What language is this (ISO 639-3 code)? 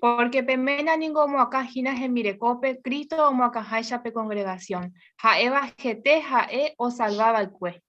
grn